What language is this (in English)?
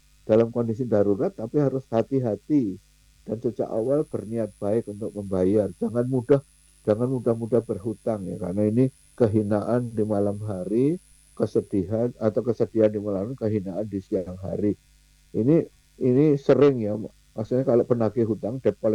Indonesian